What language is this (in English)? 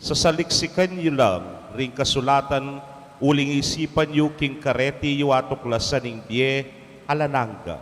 Pampanga